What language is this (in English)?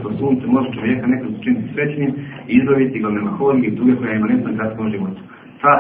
Bosnian